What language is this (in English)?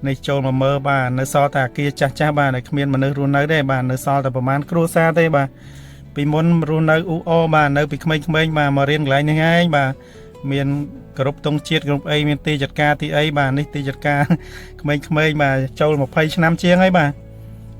Khmer